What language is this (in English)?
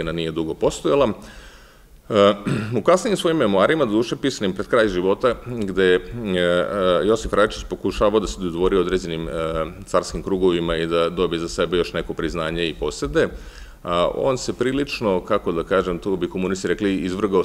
Serbian